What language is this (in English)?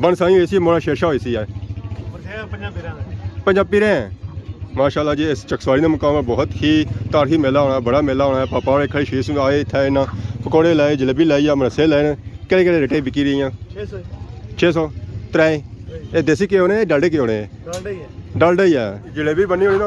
Pahari-Potwari